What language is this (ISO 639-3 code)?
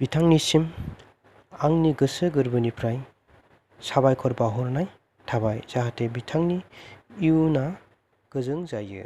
brx